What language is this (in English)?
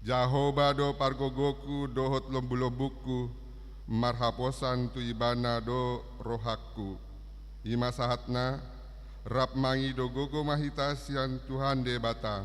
Batak Toba